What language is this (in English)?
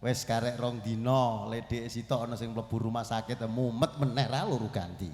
Javanese